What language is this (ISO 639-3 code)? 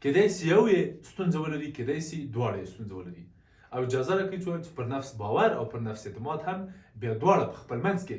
pus